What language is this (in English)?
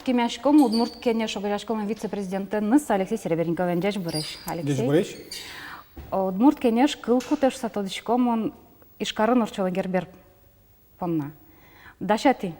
Udmurt